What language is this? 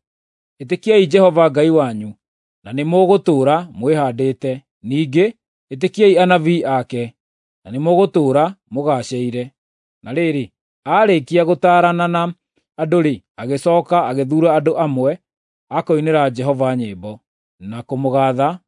Kikuyu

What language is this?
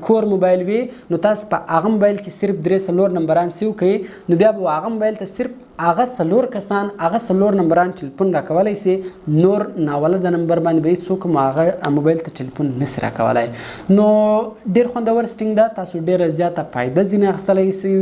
Pashto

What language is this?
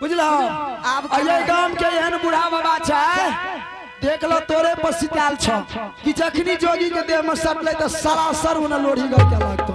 Angika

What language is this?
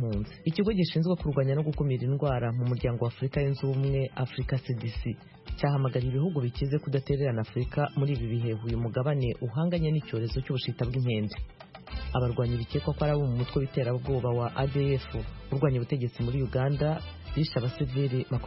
Kinyarwanda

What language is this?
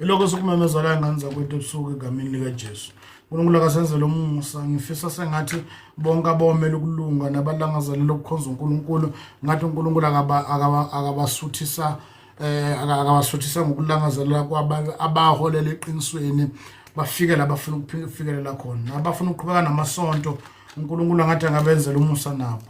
Zulu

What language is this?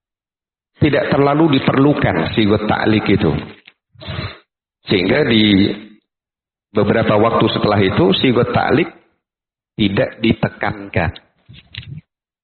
Indonesian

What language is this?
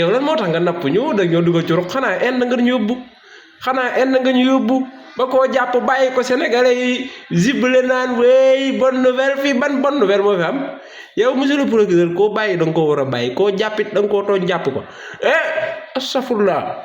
Wolof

